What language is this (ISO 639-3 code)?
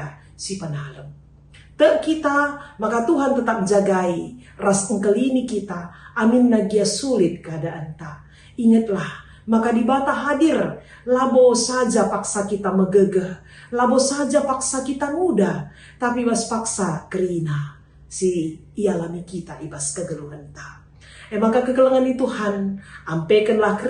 btx